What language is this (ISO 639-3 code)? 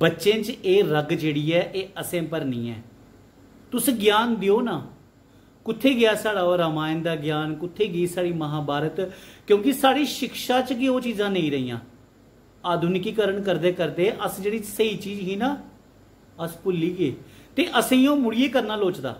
doi